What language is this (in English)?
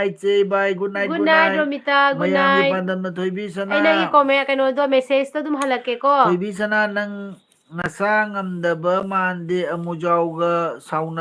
Manipuri